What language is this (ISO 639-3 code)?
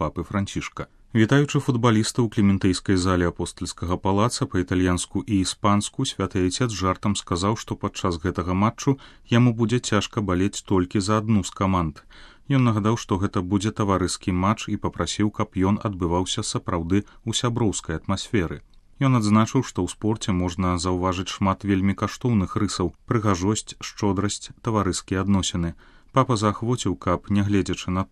bel